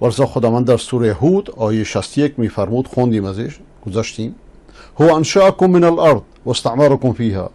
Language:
Persian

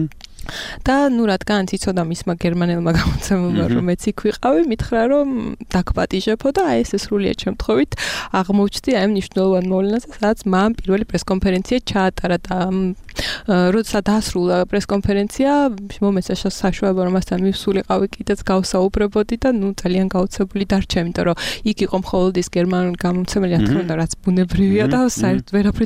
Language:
Georgian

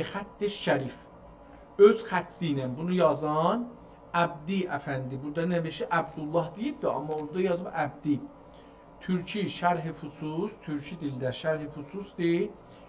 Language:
South Azerbaijani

